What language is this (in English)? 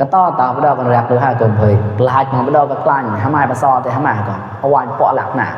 Mon